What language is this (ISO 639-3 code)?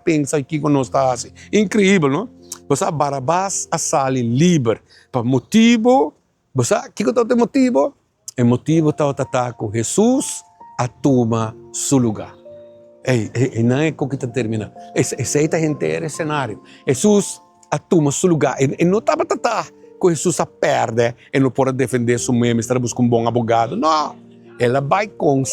pap